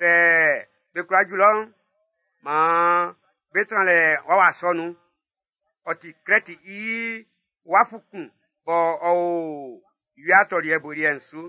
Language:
Baoulé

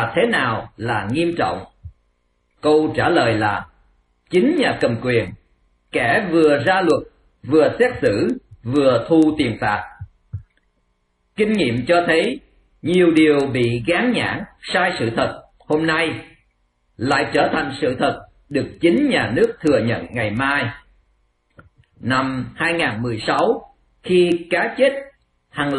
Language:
Vietnamese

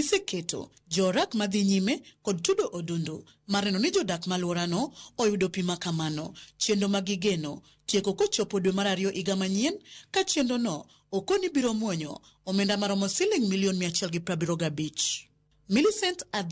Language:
Luo (Kenya and Tanzania)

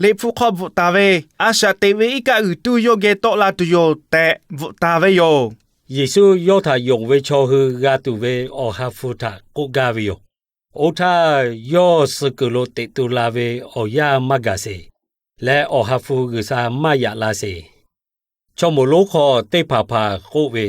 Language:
Lahu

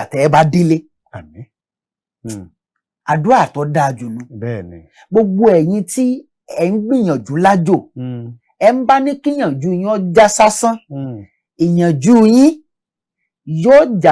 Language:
Yoruba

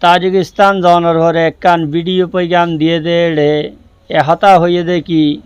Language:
Rohingya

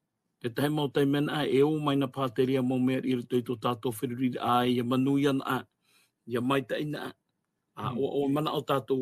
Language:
Tahitian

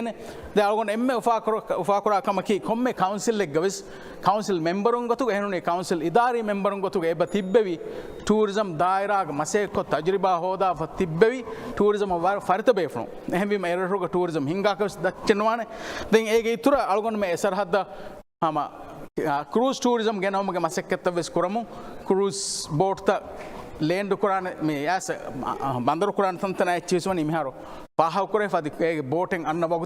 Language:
Divehi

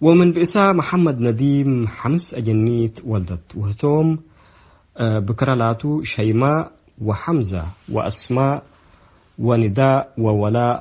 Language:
Tigre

